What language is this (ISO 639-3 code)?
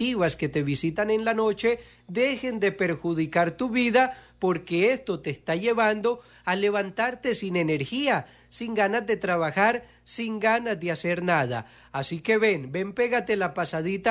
spa